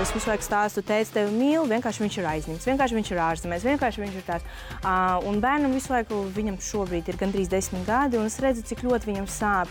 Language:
Latvian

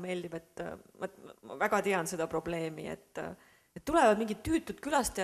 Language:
Estonian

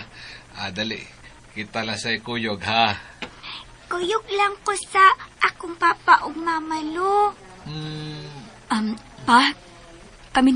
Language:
Cebuano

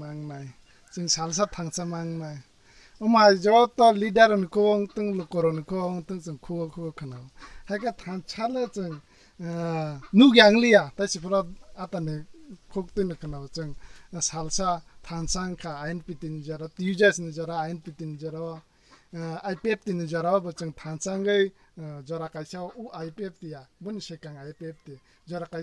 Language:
Kok Borok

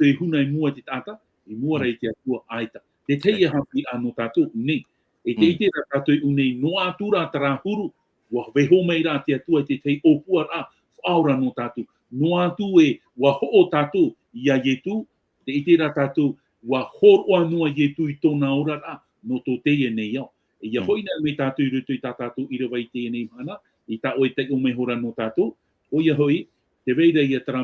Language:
Tahitian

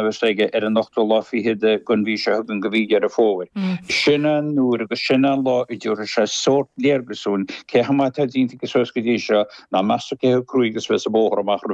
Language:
Irish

